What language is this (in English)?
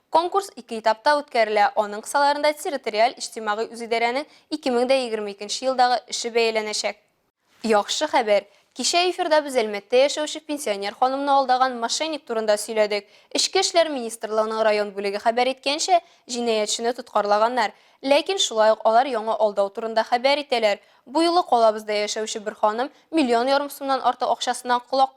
Tatar